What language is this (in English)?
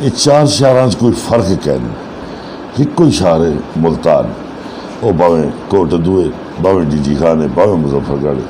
Saraiki